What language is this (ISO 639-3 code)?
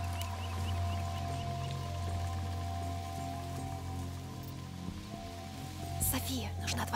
rus